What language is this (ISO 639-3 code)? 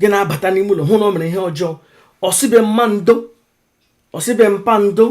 ibo